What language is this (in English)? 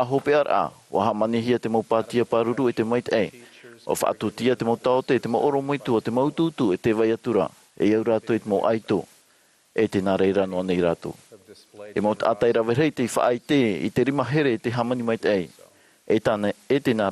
Tahitian